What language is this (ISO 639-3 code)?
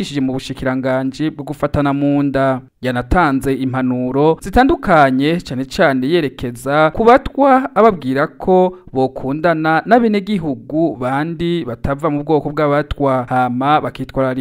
run